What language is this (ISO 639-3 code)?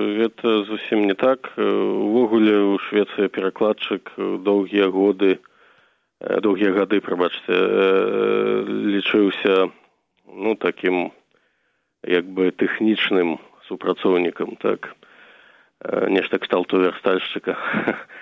bel